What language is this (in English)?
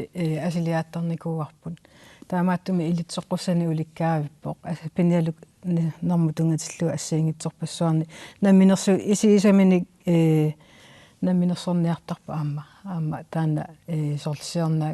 Kalaallisut